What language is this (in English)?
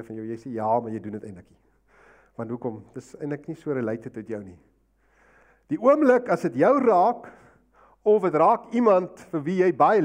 Afrikaans